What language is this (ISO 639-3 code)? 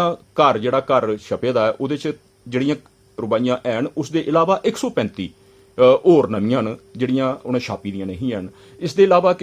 doi